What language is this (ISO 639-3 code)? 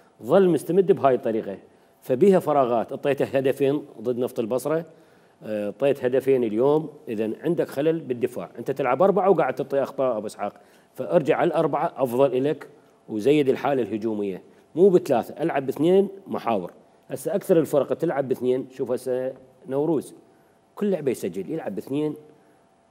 acm